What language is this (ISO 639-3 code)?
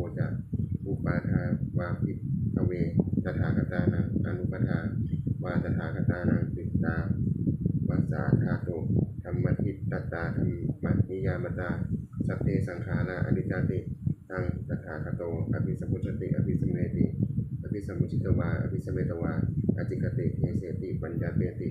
pli